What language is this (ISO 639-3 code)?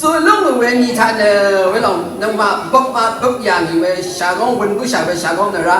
raw